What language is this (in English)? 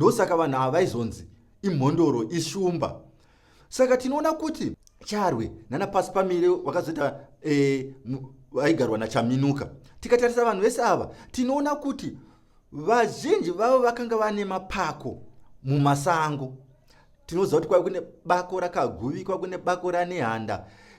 Shona